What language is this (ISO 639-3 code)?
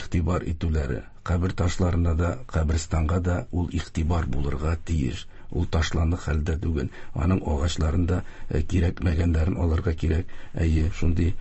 tat